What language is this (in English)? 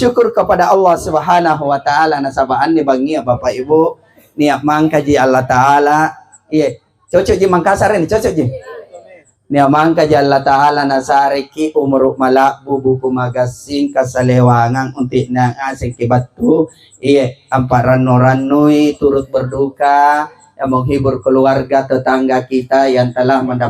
Makasar